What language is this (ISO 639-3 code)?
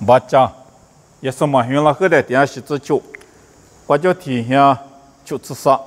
lis